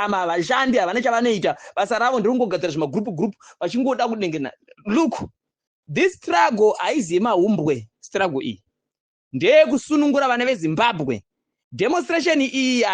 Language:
Shona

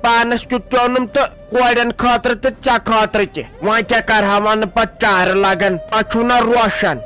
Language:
Kashmiri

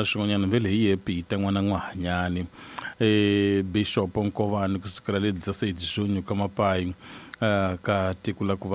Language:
Tsonga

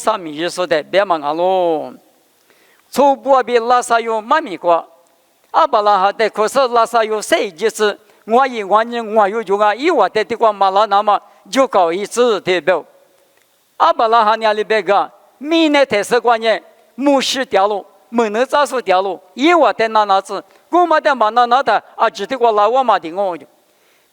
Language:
Lisu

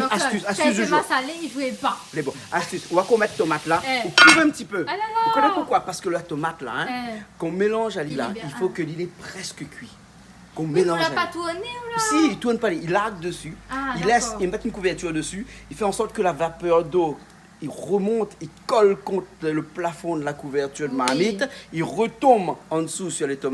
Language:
Réunion Creole French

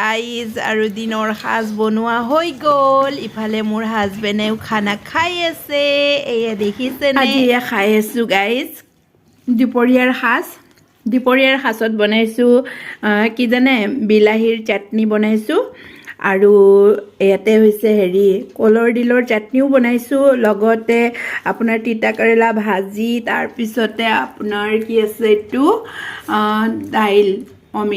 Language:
Assamese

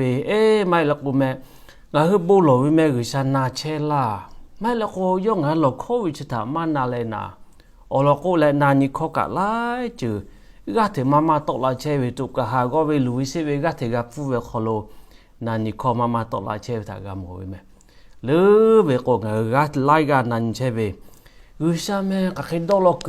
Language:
Lahu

